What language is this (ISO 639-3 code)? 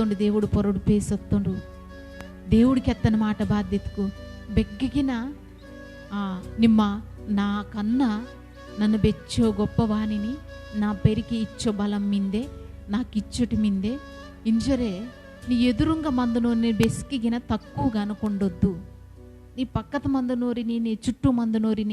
kff